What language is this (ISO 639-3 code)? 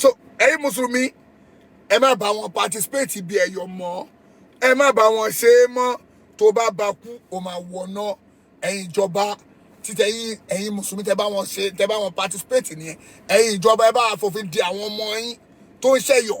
yor